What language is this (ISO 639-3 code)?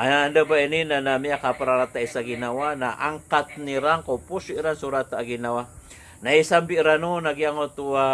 mrw